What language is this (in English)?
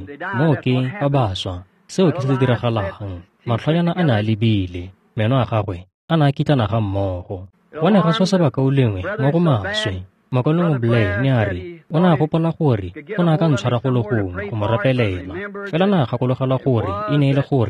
Tswana